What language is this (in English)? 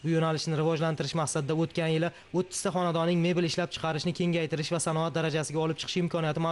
Uzbek